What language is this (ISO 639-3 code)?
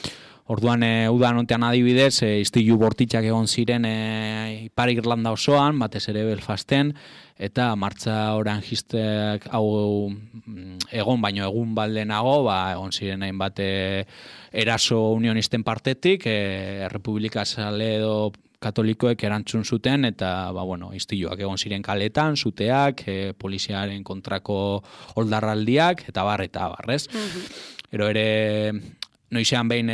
eus